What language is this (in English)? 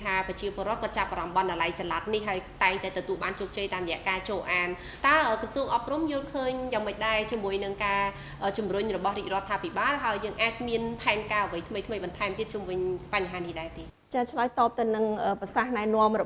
Khmer